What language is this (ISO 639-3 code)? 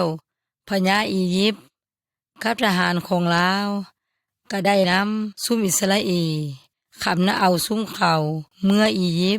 yoy